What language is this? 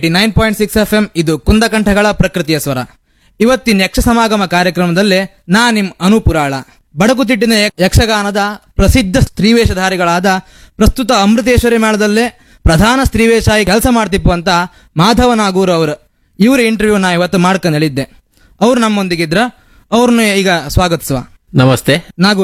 Kannada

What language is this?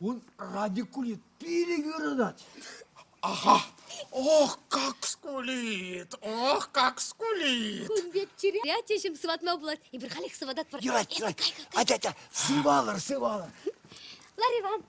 Chuvash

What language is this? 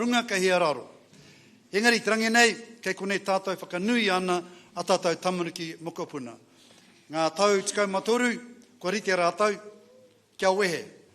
Māori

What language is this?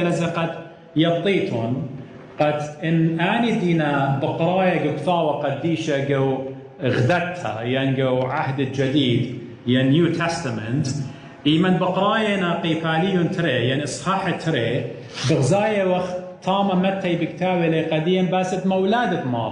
Assyrian Neo-Aramaic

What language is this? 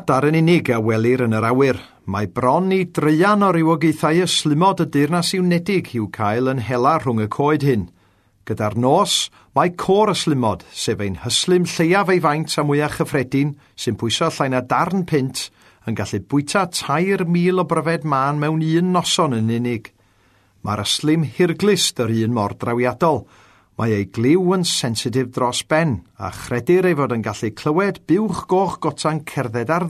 Welsh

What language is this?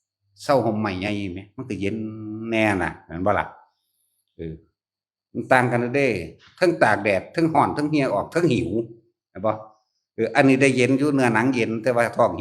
Northeastern Thai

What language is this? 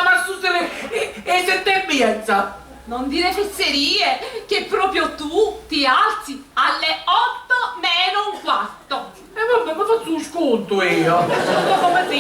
Sicilian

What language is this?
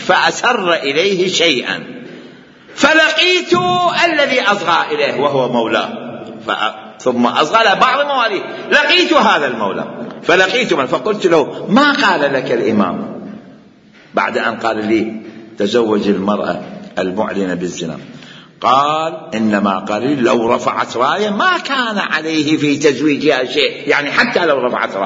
Mesopotamian Arabic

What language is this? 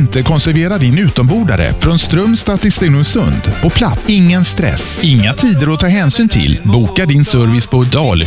Swedish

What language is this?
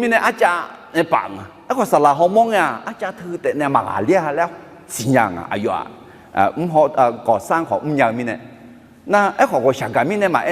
Akha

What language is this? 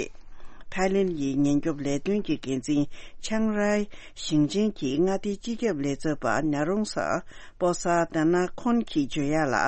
Tibetan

